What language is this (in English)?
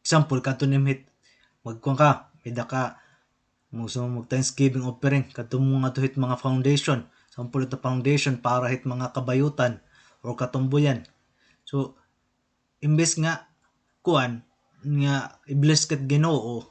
Waray